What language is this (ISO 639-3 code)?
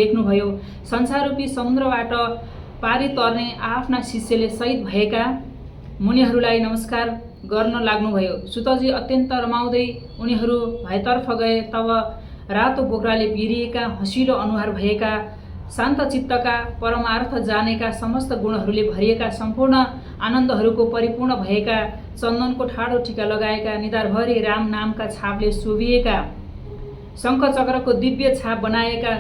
nep